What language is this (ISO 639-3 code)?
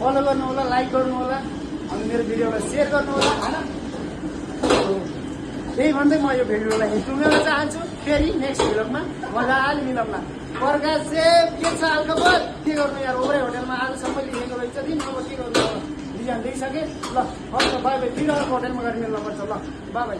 nep